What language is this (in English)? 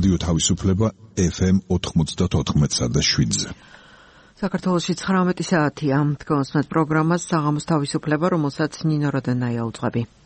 Georgian